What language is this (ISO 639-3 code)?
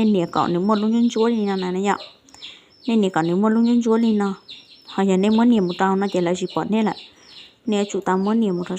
hmn